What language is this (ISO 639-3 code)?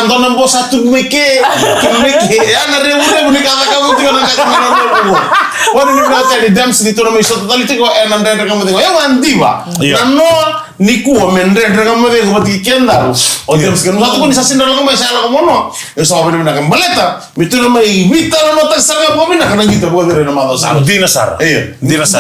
fij